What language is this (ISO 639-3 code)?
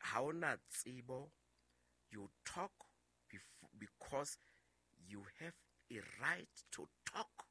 sot